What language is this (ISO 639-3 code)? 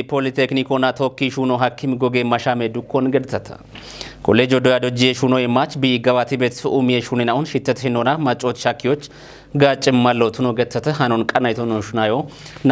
kbr